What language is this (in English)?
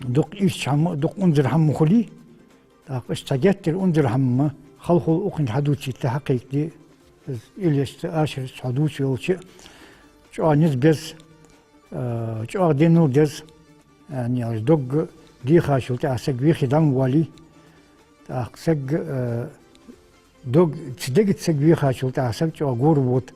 Ingush